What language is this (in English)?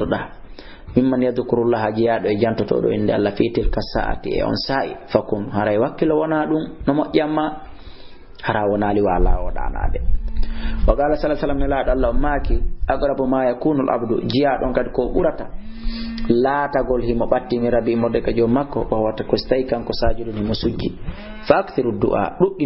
Fula